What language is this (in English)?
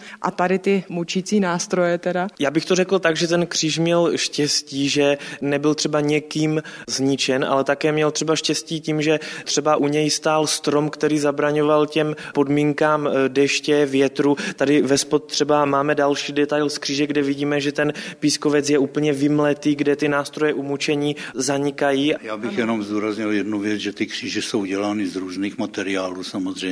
Czech